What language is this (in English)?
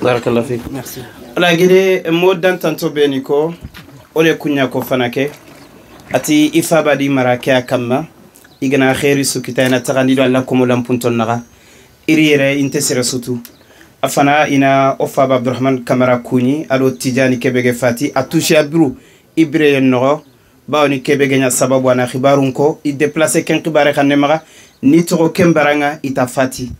Bambara